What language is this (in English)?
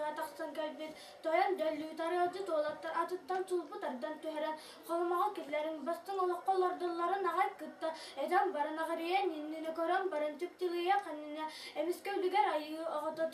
Yakut